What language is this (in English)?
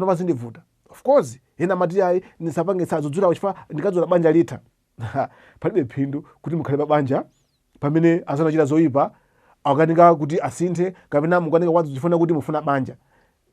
Nyanja